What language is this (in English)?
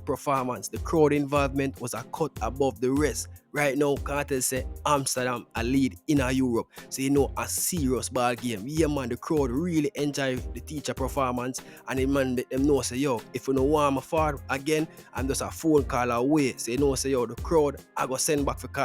Jamaican Creole English